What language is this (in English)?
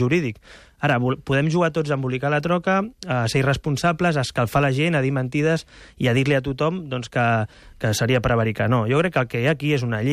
Catalan